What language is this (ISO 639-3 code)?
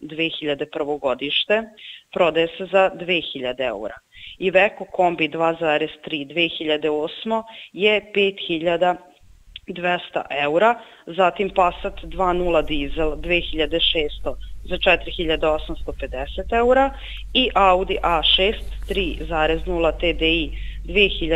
srp